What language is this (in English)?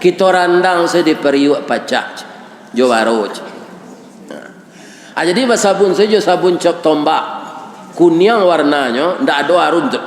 Minangkabau